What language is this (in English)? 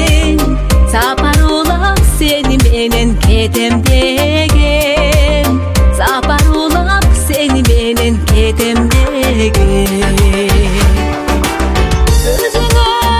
Kazakh